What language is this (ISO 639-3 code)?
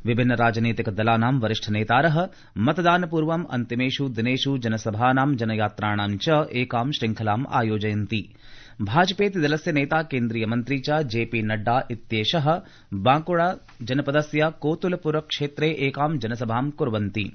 san